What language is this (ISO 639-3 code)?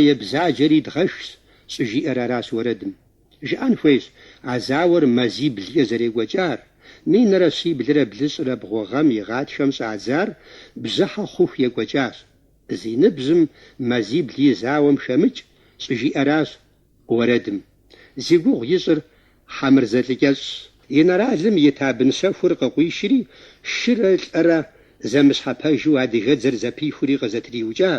kbd